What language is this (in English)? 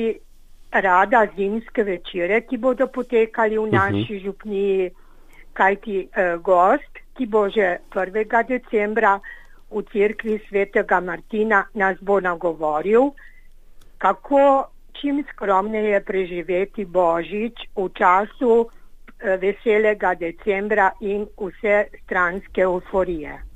Slovenian